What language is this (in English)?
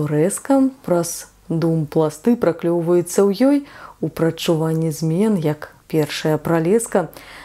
Belarusian